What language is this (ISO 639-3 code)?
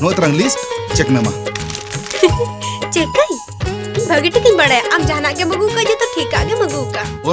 sat